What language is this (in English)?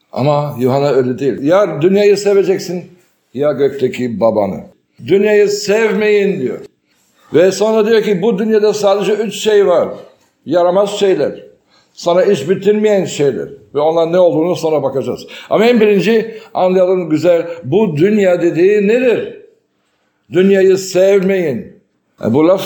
Turkish